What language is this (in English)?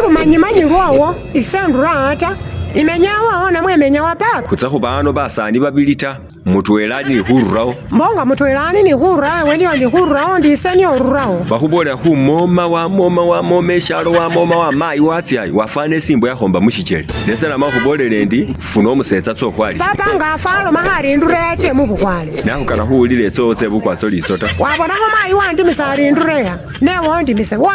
Masaaba